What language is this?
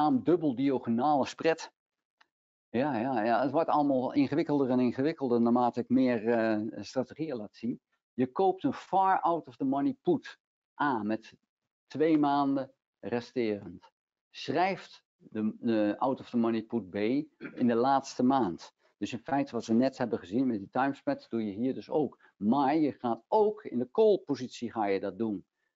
Dutch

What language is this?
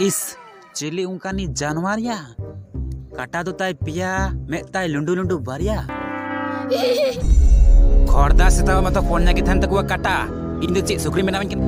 Santali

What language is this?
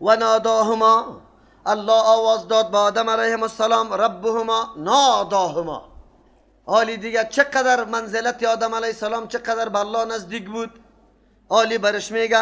Persian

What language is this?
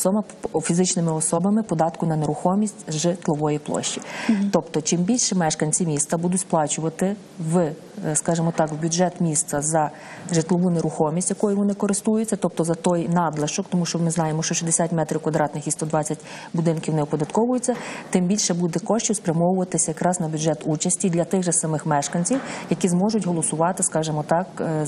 Ukrainian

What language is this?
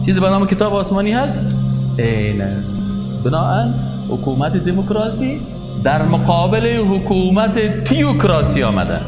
Tajik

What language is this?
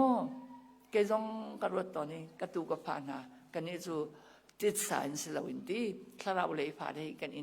Hakha Chin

